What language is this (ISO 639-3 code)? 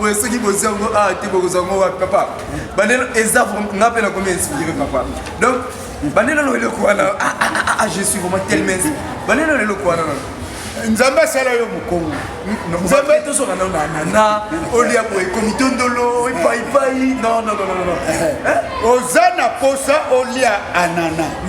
lin